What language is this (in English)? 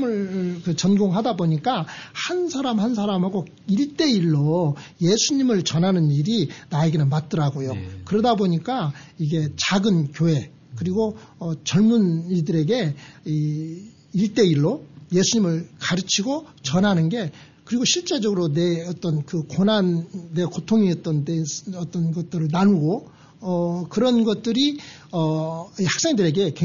Korean